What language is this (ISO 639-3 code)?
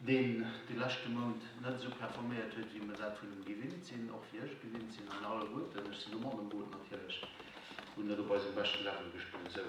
ltz